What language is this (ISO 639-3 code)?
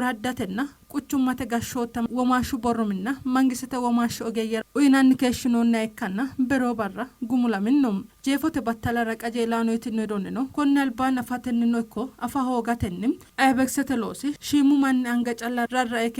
sid